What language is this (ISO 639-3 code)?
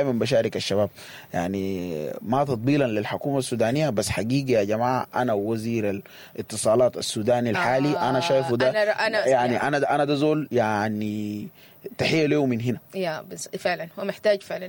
apd